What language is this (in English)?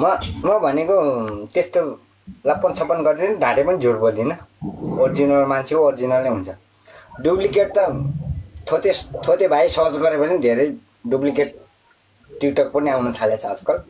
Nepali